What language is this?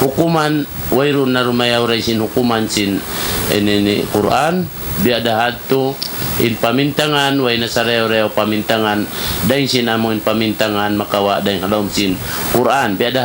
Tausug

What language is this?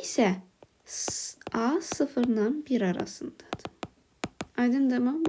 Azerbaijani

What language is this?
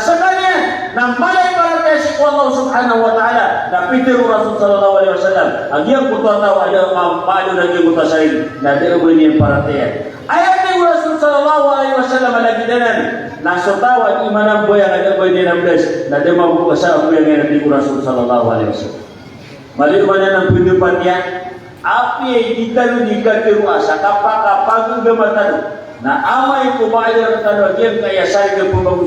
Maranao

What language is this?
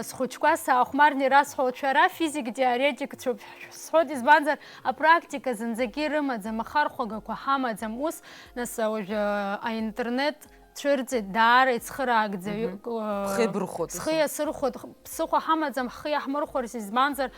Abkhazian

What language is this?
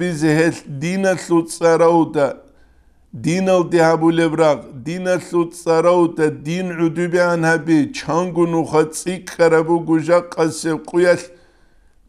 Avaric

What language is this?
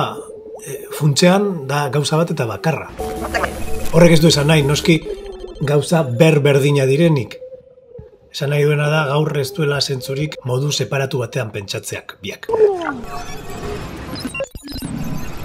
Basque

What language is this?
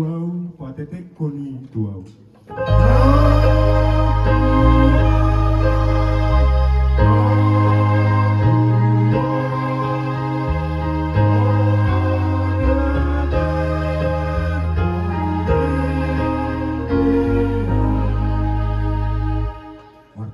Batak Toba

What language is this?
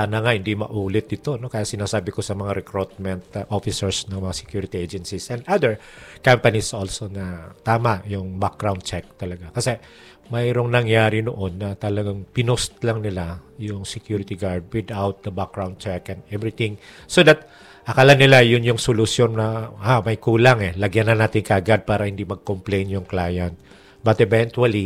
Filipino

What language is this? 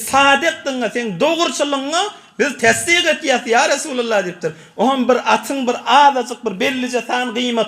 Turkmen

